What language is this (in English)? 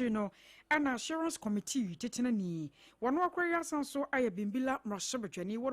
Akan